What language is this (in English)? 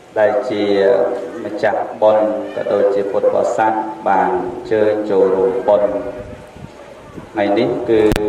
Khmer